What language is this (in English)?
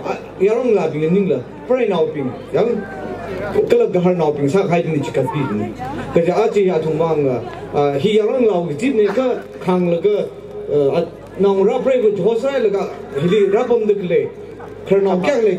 Tangkhul Naga (India)